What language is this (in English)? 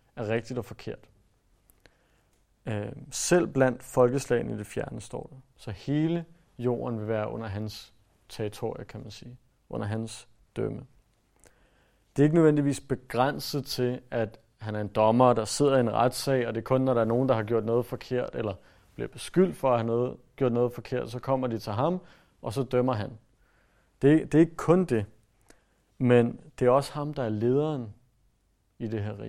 Danish